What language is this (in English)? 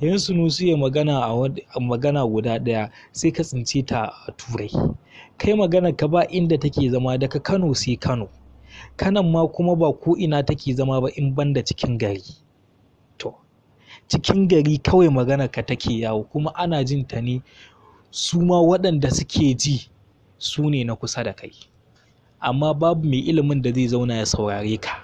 Hausa